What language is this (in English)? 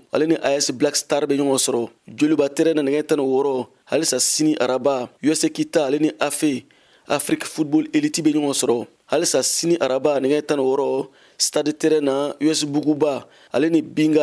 Bambara